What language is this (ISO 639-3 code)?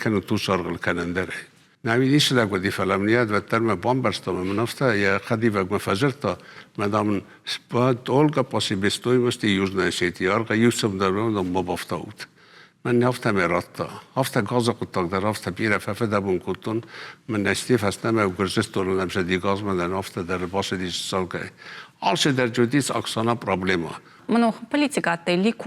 oss